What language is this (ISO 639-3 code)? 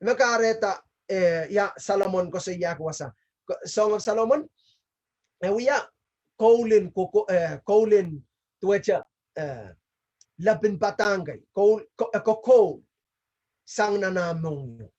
pon